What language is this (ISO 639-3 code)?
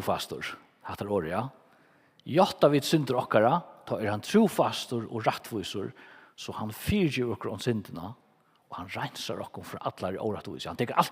fao